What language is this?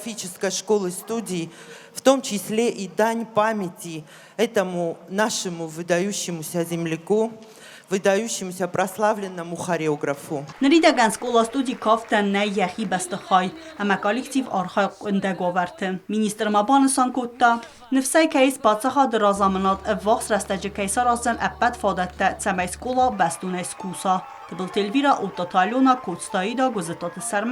Ossetic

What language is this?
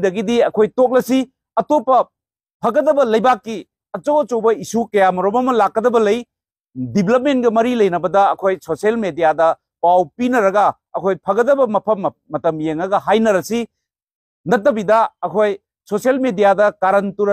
Manipuri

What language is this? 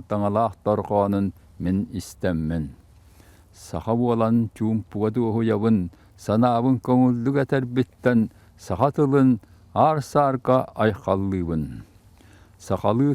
Yakut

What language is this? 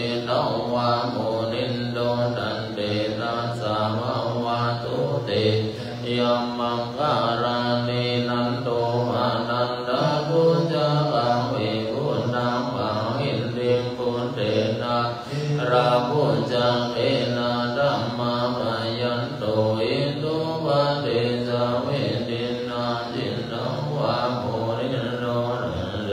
Pali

